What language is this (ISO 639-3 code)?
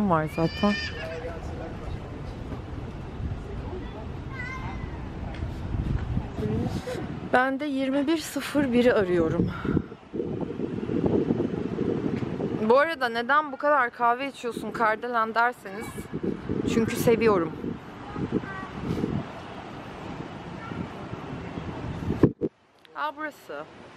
tur